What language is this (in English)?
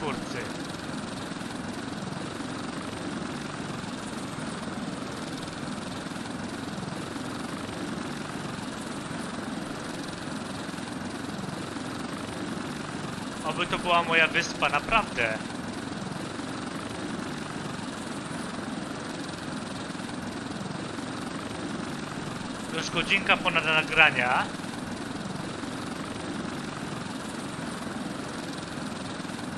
Polish